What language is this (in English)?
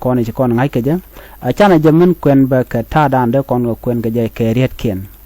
Nuer